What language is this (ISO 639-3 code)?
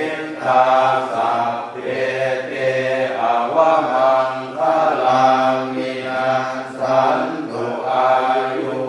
pli